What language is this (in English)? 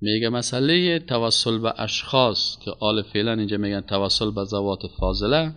Persian